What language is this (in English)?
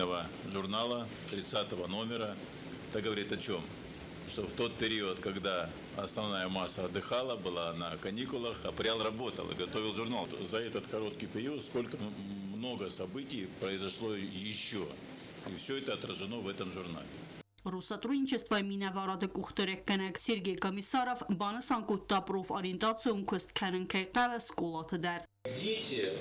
Ossetic